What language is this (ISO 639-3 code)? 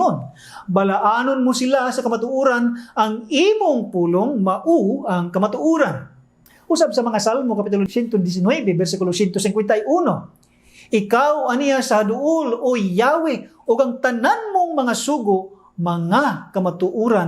ceb